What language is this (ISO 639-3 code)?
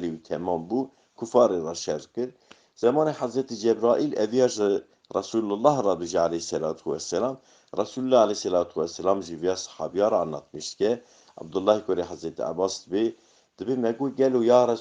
kur